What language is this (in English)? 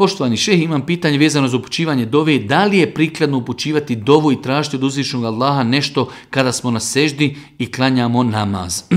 Bosnian